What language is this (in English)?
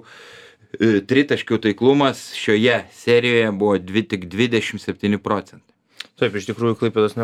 Lithuanian